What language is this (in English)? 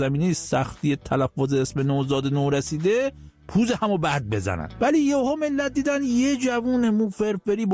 Persian